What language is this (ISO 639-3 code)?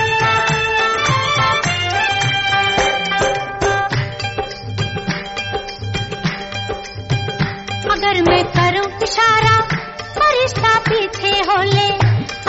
hin